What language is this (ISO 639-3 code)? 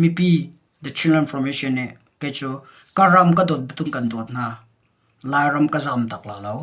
cnh